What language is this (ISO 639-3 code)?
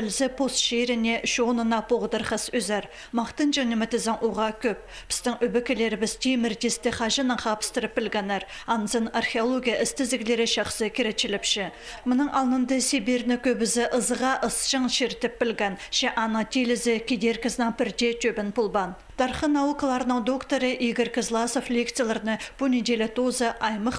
kjh